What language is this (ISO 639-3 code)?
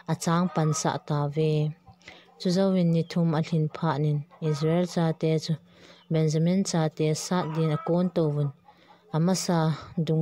tcz